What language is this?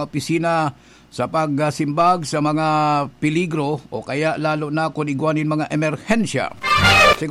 Bikol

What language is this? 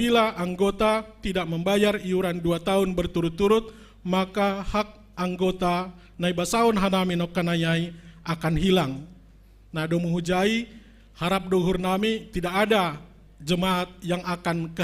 Batak Simalungun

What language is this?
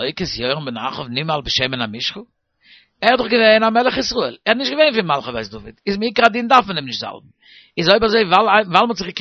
Yiddish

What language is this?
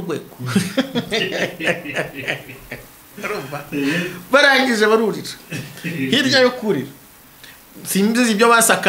Kinyarwanda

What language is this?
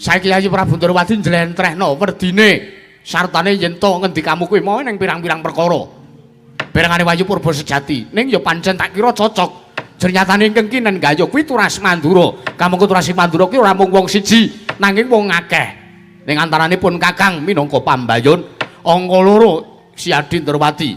Javanese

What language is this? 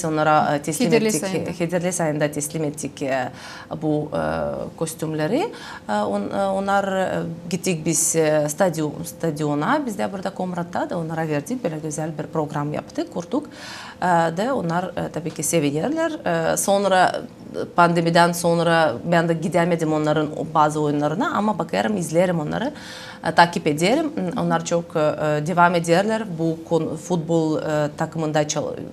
Gagauz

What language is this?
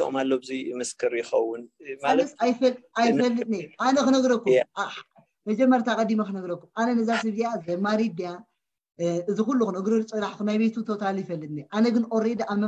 Tigrinya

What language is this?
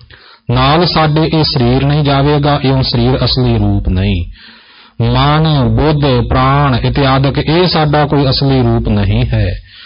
Punjabi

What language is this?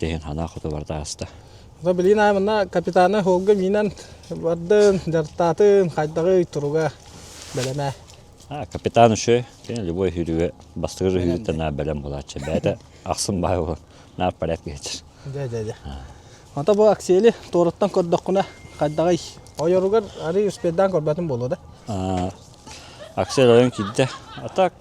Yakut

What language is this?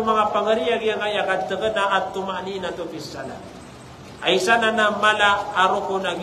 Maranao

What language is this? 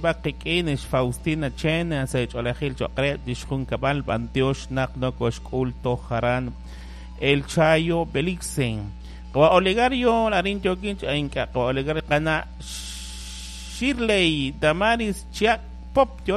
Kekchí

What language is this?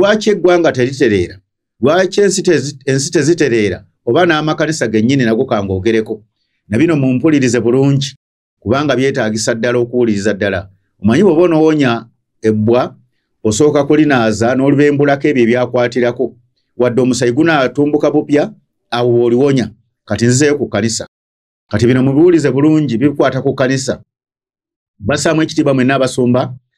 Ganda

